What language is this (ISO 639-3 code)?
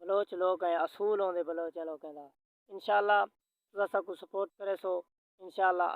skr